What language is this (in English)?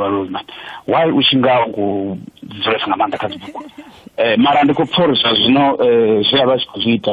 Venda